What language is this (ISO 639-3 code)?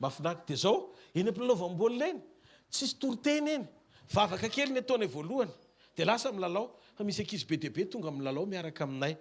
mlg